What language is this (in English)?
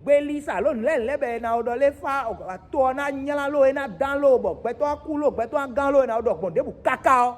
Fon